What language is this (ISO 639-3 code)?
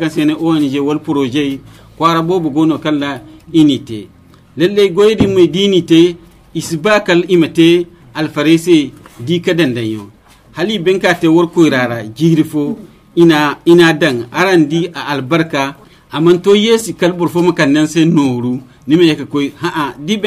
dje